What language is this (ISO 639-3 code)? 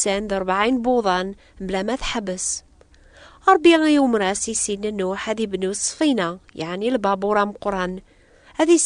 kab